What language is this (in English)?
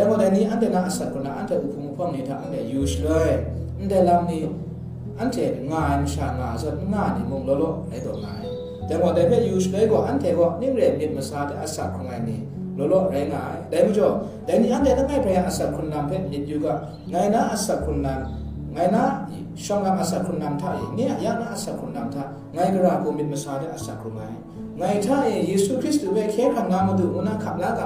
Kachin